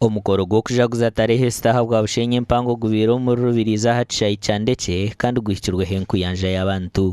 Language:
Nyankole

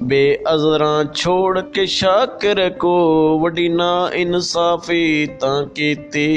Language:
Saraiki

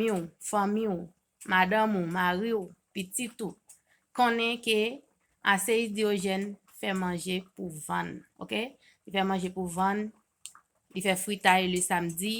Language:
Haitian Creole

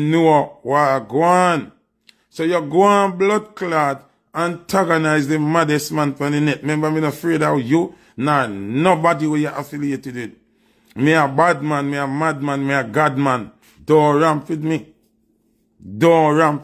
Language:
Jamaican Creole English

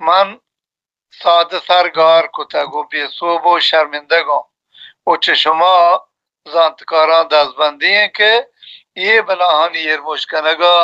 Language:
Baluchi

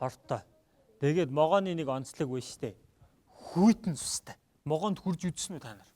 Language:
Mongolian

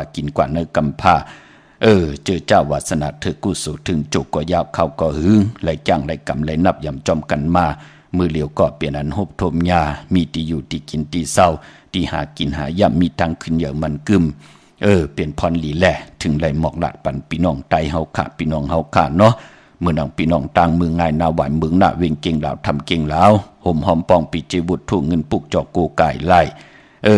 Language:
Shan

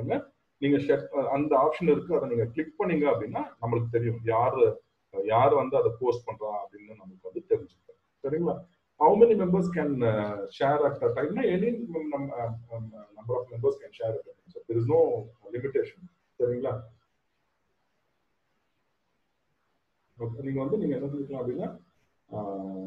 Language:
Tamil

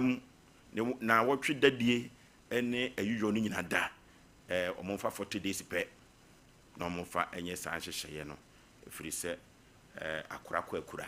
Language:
Akan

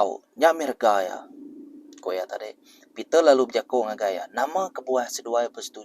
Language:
Iban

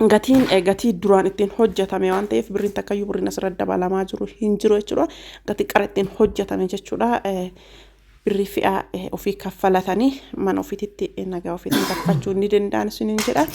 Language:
Oromo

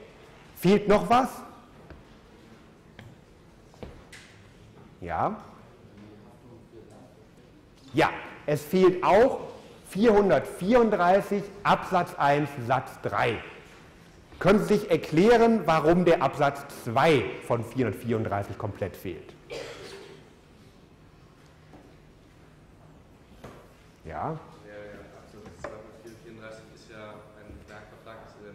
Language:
German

